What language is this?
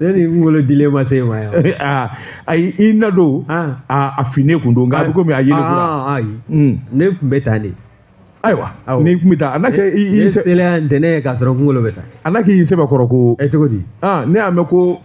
Bambara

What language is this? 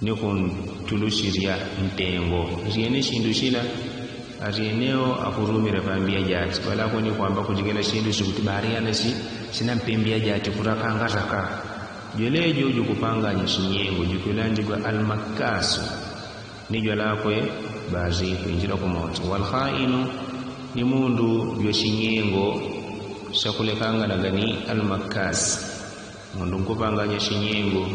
Yao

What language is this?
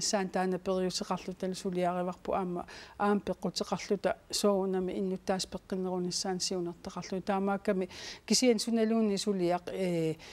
Kalaallisut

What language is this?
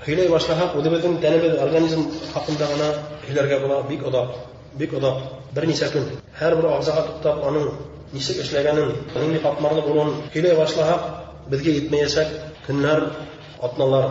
Bashkir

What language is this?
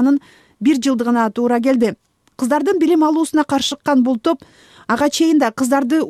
Kyrgyz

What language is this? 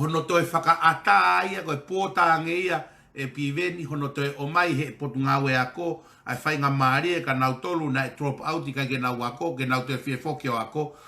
Tongan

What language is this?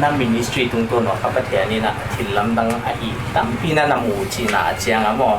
Paite Chin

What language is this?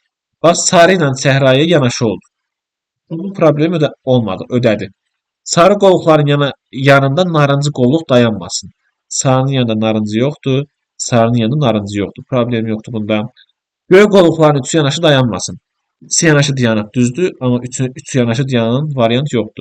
Azerbaijani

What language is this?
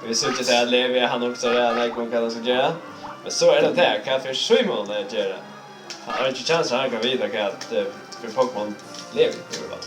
Faroese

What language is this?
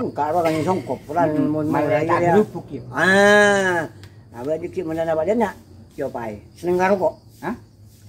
Madurese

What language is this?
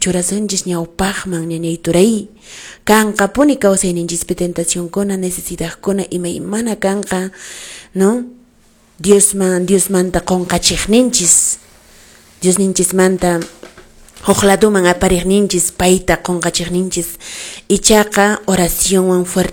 Quechua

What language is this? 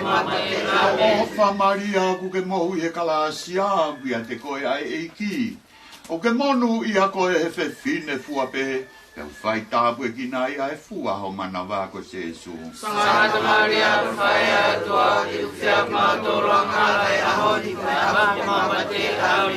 Tongan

